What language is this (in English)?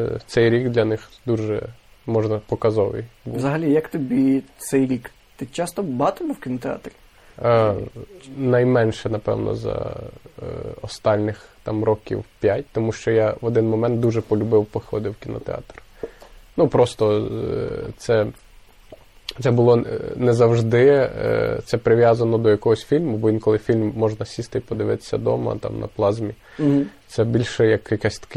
Ukrainian